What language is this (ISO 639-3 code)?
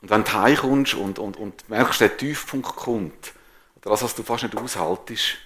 gsw